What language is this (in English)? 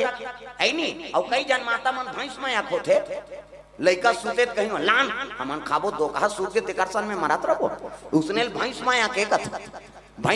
Chhattisgarhi